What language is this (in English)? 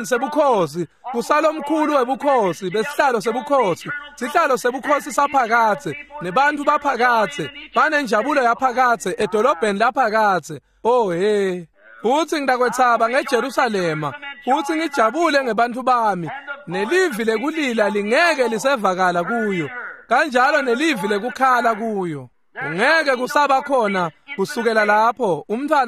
Swati